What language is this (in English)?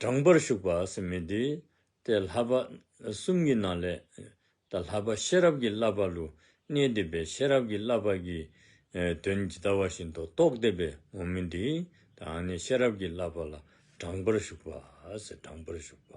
Dzongkha